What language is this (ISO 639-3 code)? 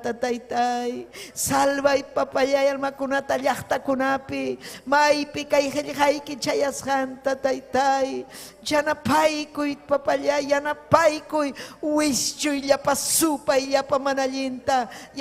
quy